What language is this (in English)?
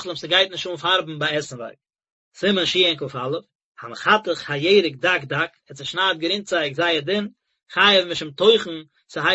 Yiddish